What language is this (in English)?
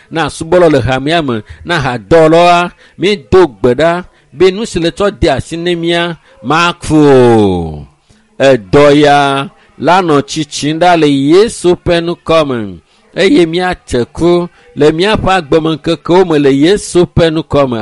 Ewe